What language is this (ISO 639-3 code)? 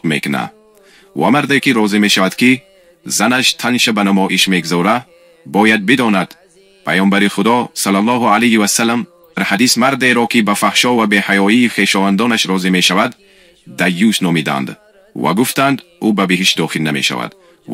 tgk